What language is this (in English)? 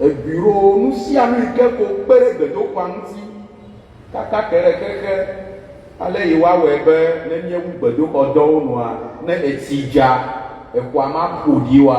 Ewe